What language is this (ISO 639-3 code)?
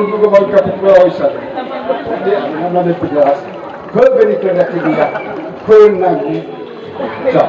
nia